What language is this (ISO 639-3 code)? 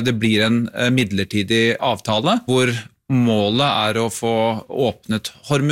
nor